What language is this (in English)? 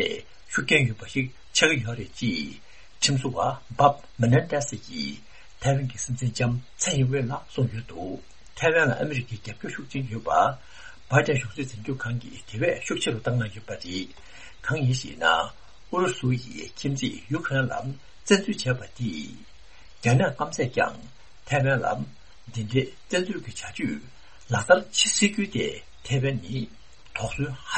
Tibetan